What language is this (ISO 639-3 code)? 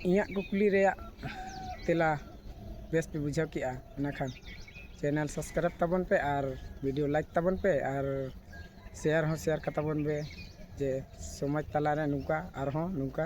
sat